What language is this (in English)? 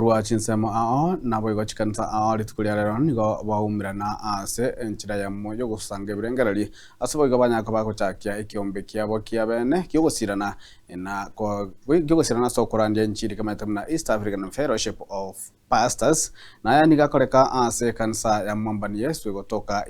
Gusii